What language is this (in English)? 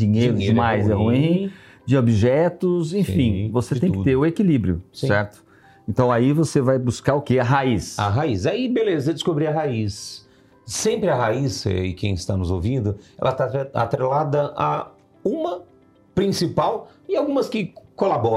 Portuguese